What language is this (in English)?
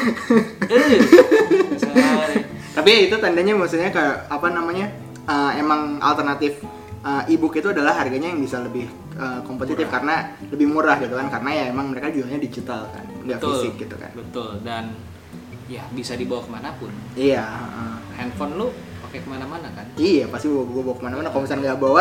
Indonesian